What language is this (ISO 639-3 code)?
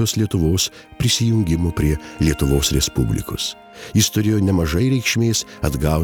lit